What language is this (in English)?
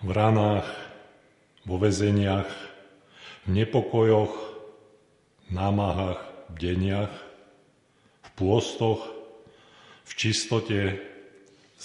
Slovak